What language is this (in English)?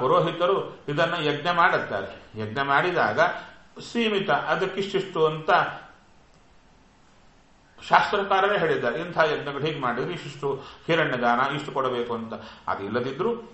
Kannada